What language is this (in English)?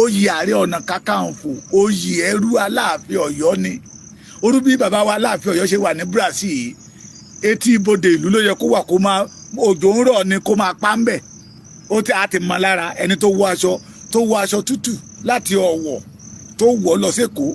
Yoruba